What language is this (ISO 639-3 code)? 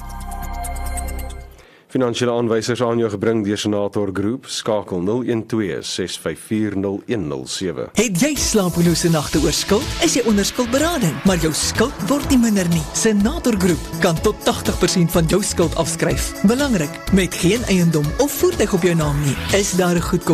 afr